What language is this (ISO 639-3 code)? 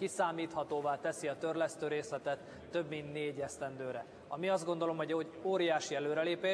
hun